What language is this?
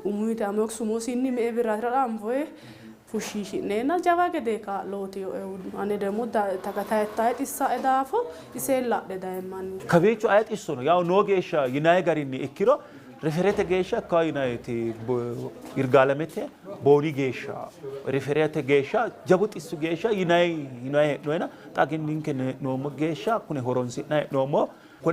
Sidamo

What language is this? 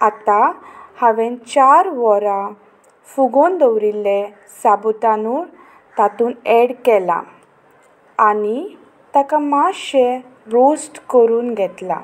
Konkani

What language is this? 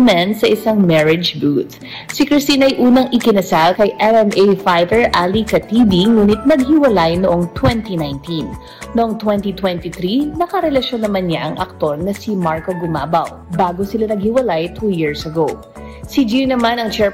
Filipino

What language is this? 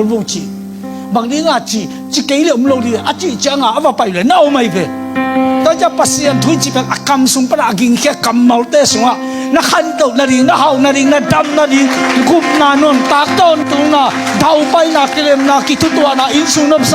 Tedim Chin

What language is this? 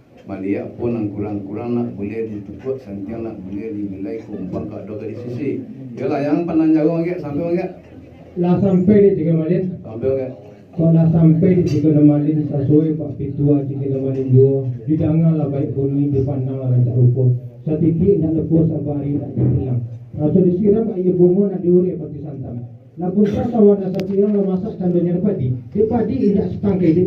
Minangkabau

